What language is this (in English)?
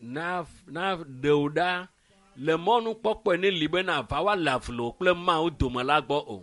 Ewe